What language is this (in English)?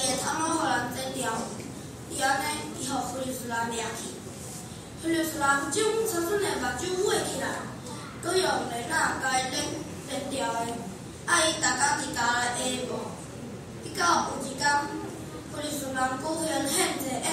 Min Nan Chinese